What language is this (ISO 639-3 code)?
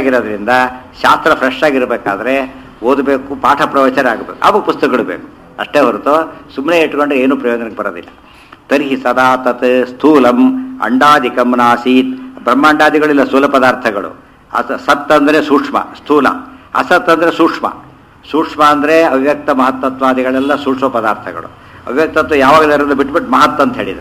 kan